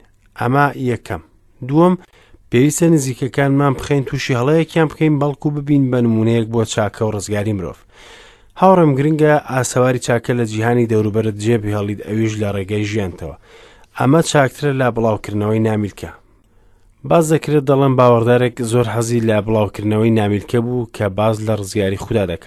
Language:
Central Kurdish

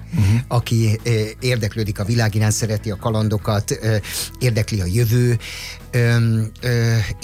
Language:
Hungarian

